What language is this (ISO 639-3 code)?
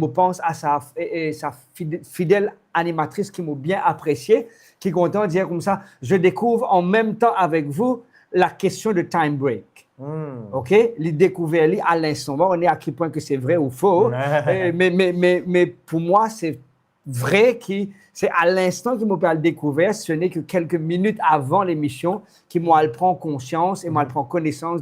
mfe